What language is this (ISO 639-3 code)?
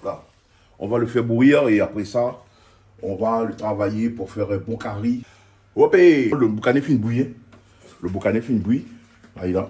rcf